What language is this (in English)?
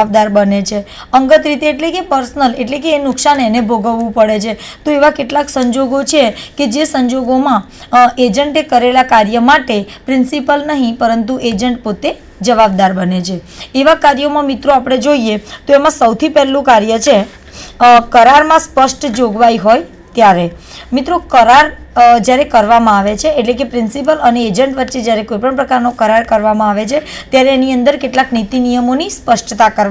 Gujarati